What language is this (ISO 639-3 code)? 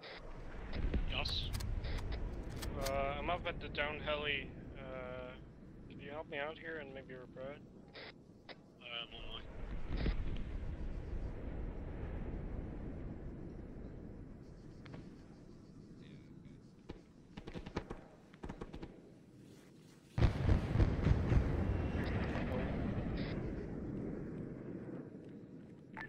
eng